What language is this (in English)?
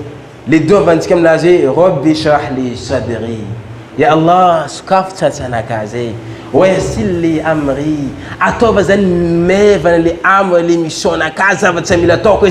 Malagasy